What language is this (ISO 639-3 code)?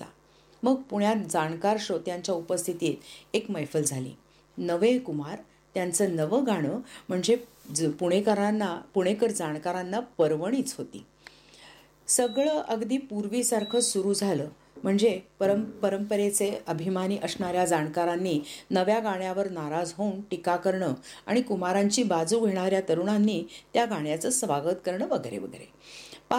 mar